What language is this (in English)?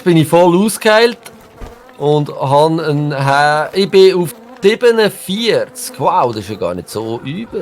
Swiss German